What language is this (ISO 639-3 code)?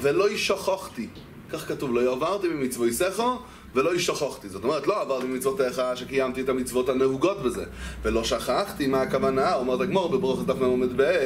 heb